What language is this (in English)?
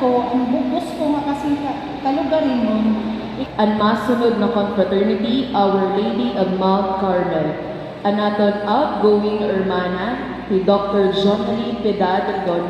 Waray